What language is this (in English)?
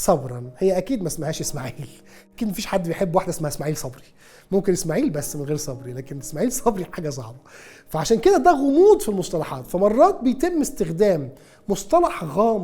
Egyptian Arabic